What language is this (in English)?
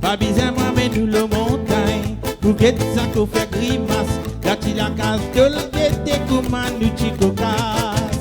Morisyen